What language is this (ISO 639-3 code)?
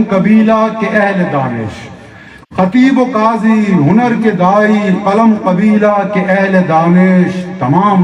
bgp